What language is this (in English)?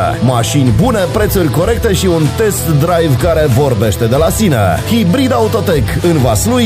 Romanian